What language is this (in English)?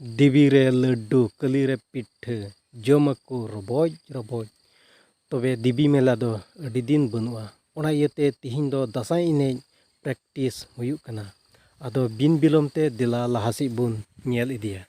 Santali